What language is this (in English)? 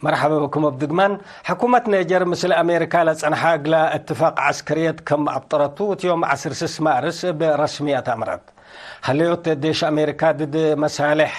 Tigre